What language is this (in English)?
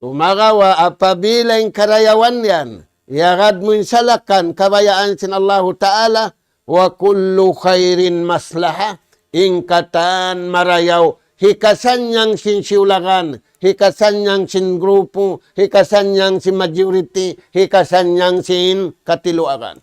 Tausug